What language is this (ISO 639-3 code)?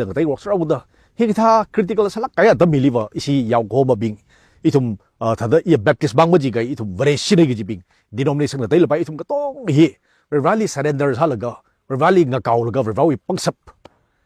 nmf